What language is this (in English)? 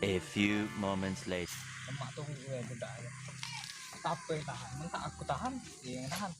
Musi